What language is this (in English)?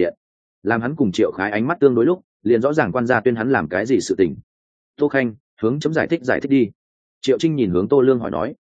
Vietnamese